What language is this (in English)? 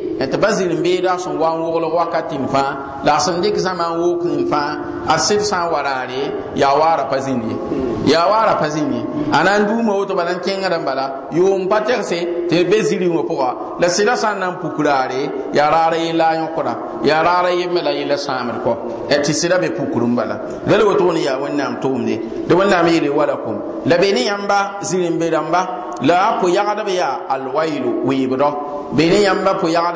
Mossi